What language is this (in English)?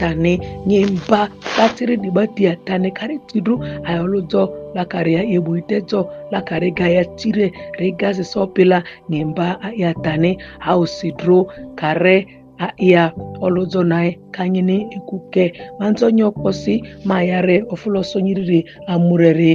Ma'di